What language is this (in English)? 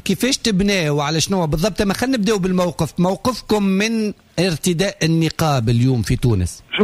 Tunisian Arabic